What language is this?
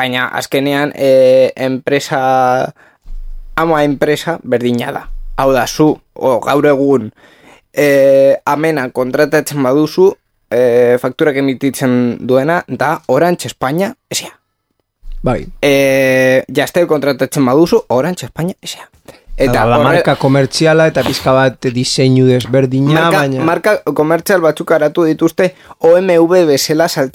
Basque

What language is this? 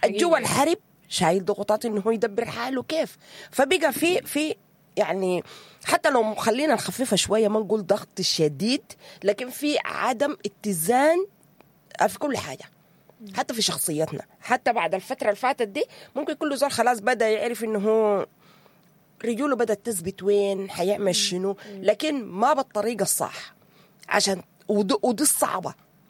Sudanese Arabic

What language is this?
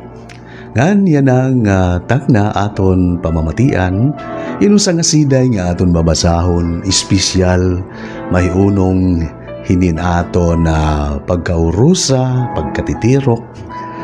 Waray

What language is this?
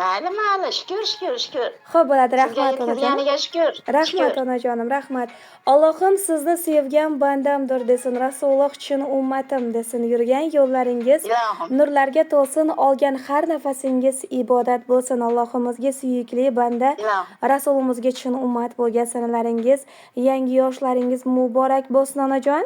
Uzbek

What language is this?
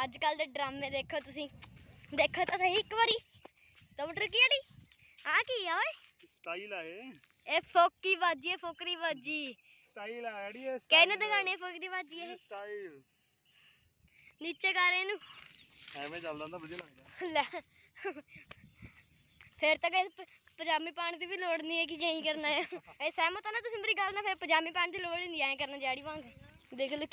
Punjabi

